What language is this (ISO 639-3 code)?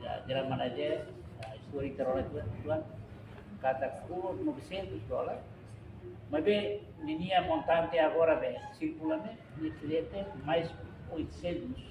tet